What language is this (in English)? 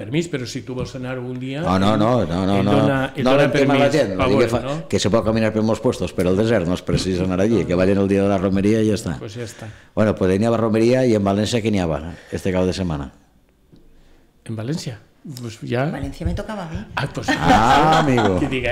Catalan